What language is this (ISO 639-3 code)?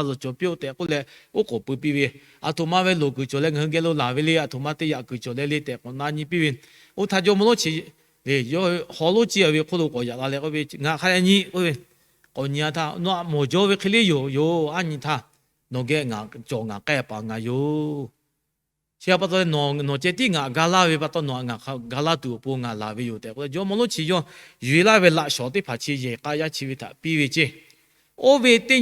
lhu